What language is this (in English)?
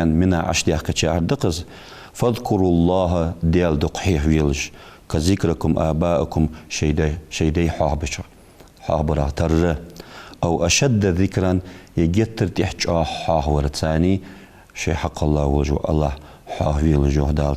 Ingush